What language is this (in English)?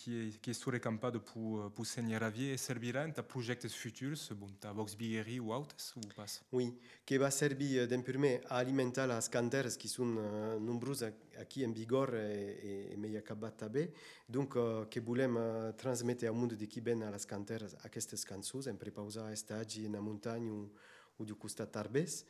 Occitan